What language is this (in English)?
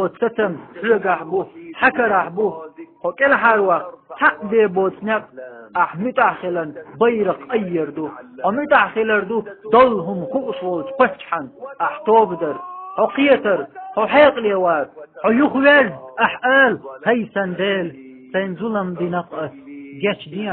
Chechen